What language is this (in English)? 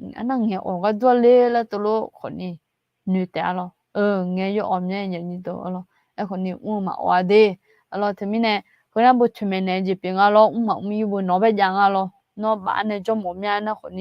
Akha